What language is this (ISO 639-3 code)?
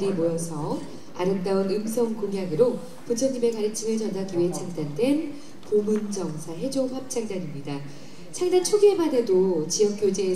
kor